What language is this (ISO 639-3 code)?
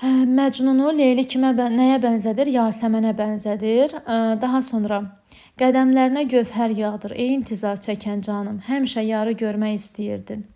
aze